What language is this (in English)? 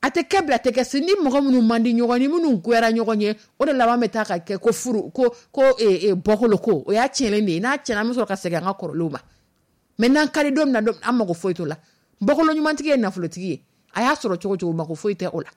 Dyula